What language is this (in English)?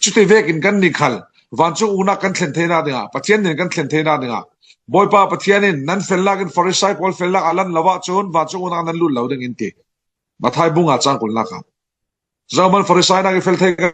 Falam Chin